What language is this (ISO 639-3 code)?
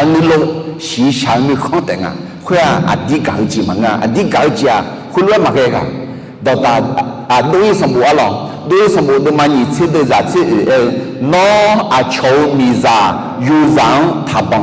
ahk